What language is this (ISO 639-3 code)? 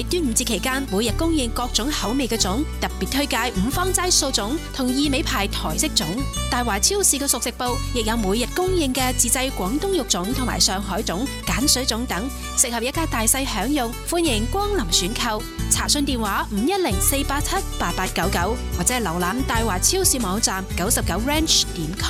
yue